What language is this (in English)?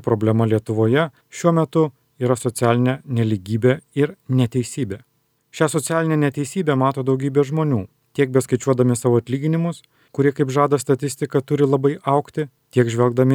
Lithuanian